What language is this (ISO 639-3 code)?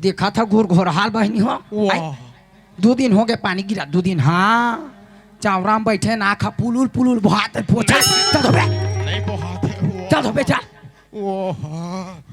hne